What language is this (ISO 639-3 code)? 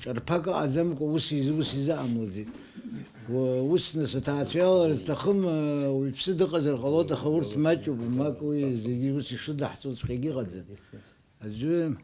abk